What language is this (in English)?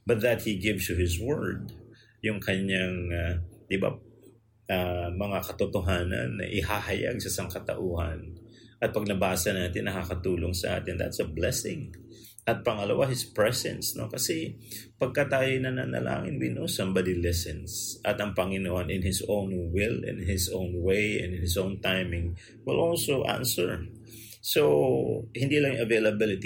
Filipino